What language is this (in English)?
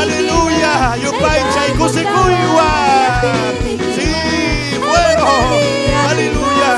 Ayacucho Quechua